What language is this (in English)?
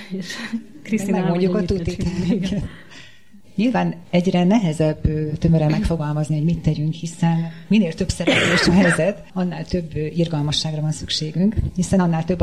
Hungarian